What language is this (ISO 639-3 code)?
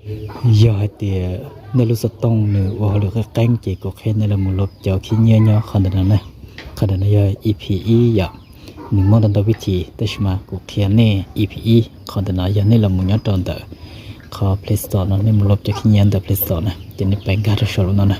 hmn